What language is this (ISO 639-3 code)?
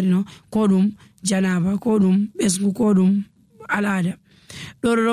ful